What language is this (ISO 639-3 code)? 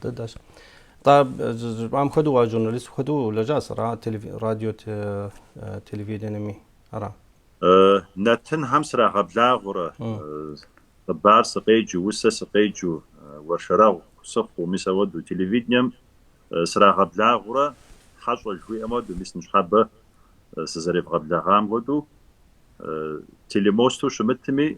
kbd